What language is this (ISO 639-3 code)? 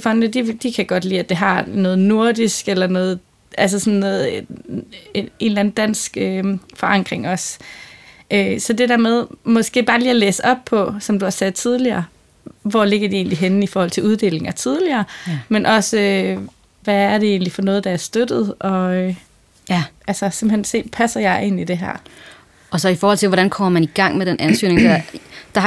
dan